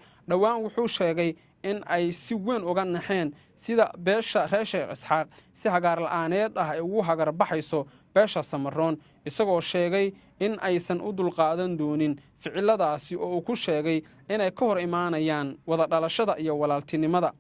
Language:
Somali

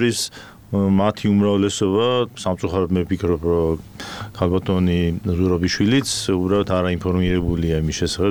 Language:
Georgian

